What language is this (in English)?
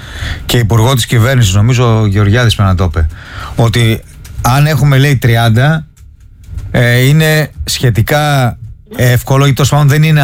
Greek